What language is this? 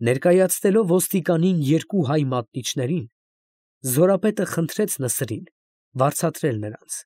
Armenian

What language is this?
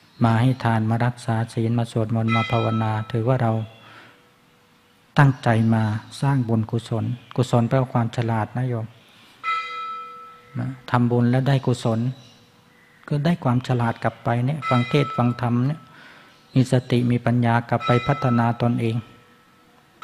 Thai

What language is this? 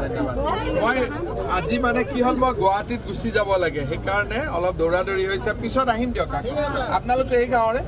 Assamese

